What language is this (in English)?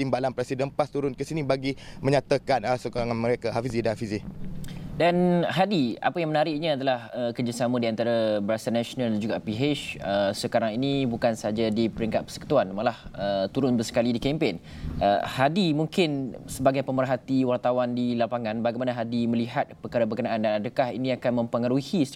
Malay